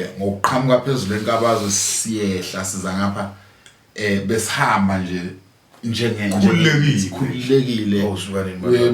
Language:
Zulu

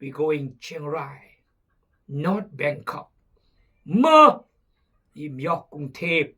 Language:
Khmu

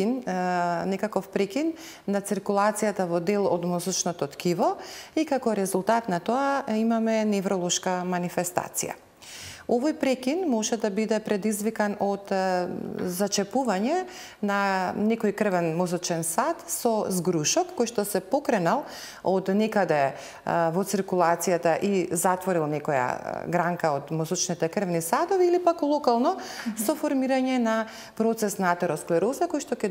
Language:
Macedonian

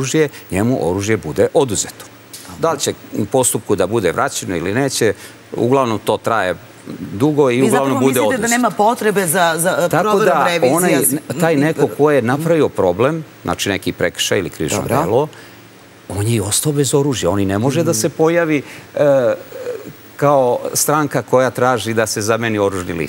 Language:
Serbian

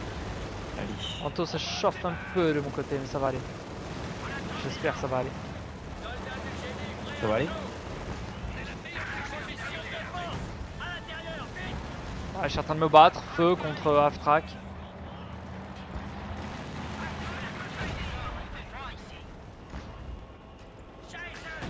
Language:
French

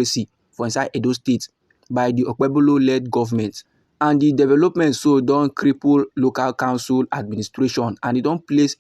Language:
Nigerian Pidgin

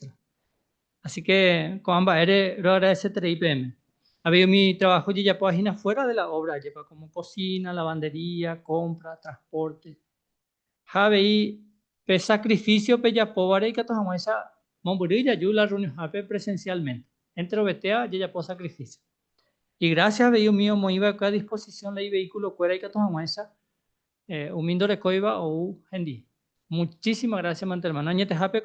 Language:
Guarani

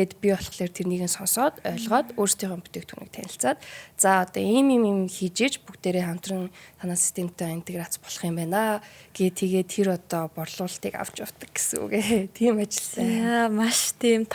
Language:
Mongolian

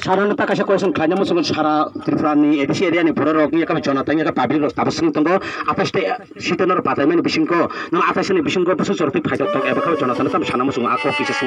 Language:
Kok Borok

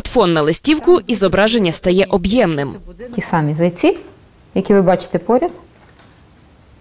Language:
Ukrainian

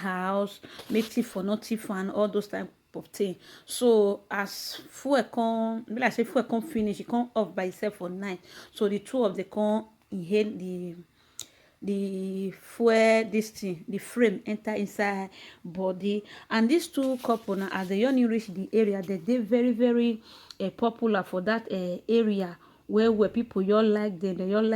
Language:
Nigerian Pidgin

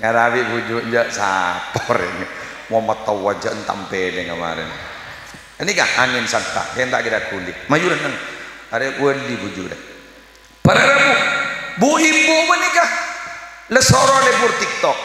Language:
Madurese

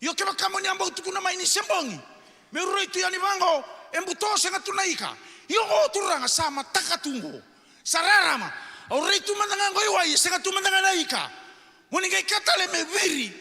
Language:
Fijian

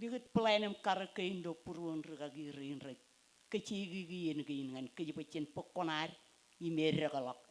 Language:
Marshallese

